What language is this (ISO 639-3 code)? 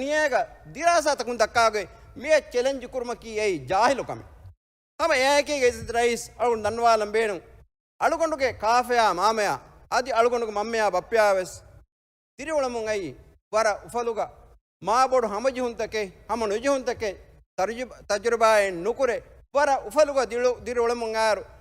div